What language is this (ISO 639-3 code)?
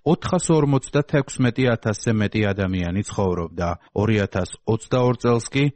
kat